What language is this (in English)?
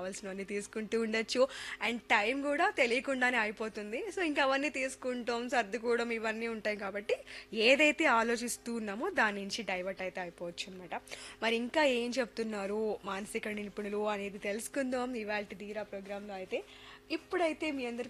Telugu